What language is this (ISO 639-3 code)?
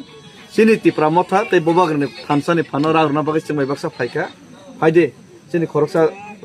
trp